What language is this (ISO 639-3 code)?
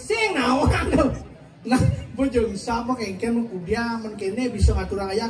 ban